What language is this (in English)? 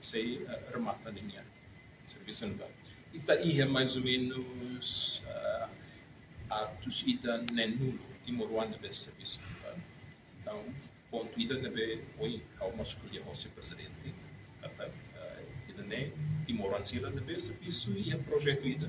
Tetum